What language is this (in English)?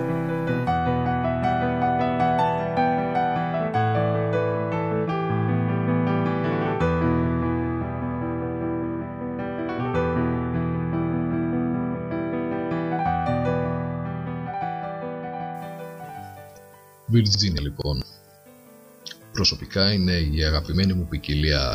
Greek